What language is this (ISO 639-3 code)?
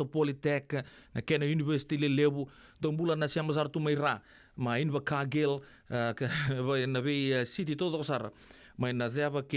fij